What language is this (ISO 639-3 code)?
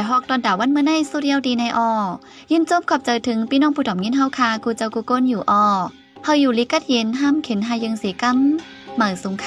shn